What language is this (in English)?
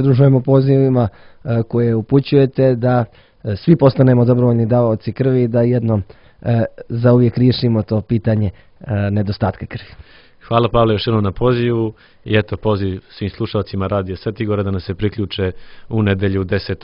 Serbian